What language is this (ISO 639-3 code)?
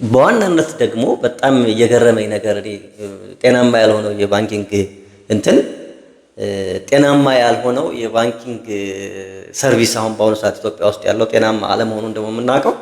amh